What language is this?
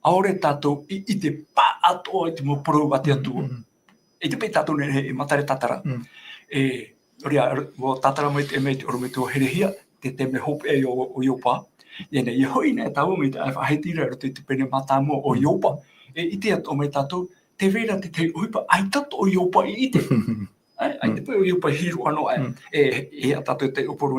Tahitian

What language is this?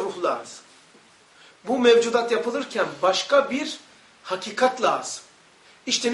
Turkish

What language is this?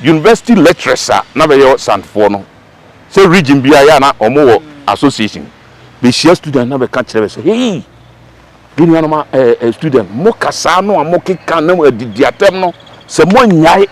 Akan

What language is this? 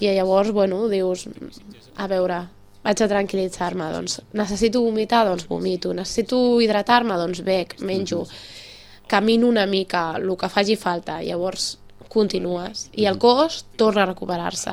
Catalan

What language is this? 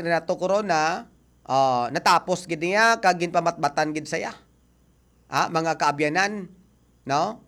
Hiligaynon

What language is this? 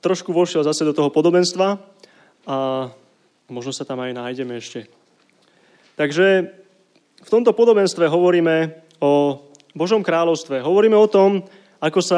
Slovak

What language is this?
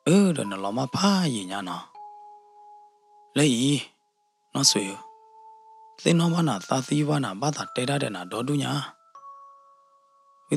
S'gaw Karen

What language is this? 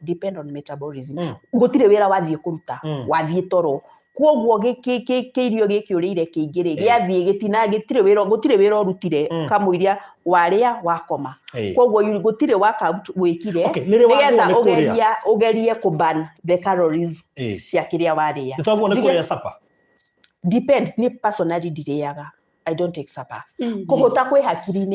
Kikuyu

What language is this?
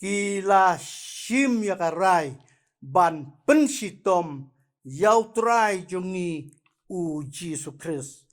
Khasi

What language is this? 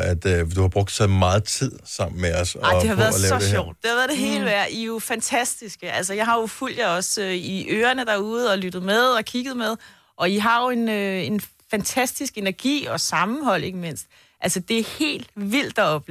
Danish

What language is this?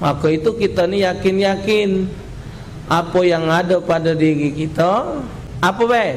Musi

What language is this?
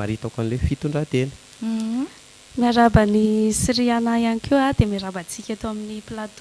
Malagasy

